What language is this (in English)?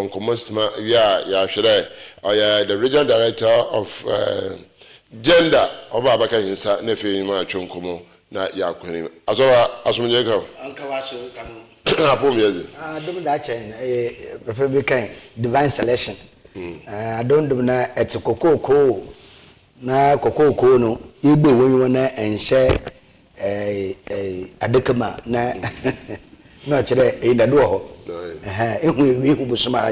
Akan